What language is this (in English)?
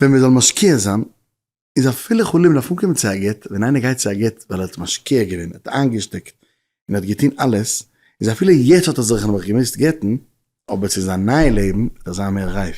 Yiddish